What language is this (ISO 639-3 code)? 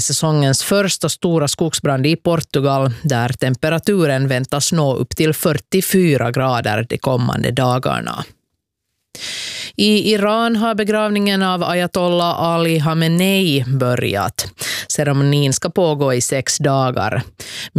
swe